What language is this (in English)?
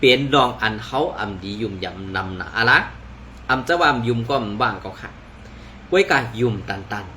Shan